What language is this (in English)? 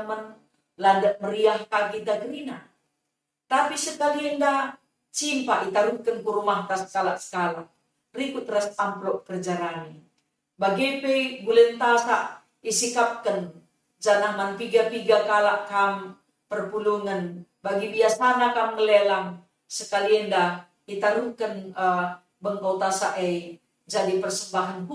Batak Karo